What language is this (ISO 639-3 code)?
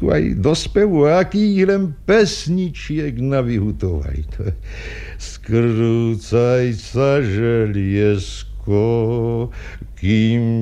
slk